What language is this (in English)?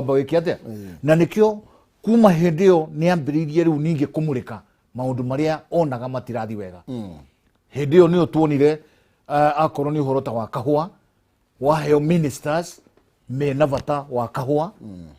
Kikuyu